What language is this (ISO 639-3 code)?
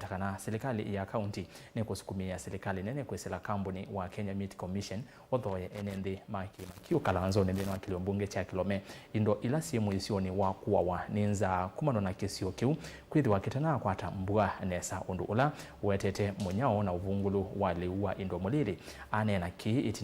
kam